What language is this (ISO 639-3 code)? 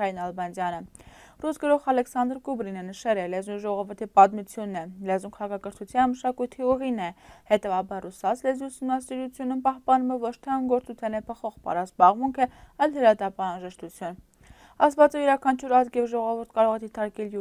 hye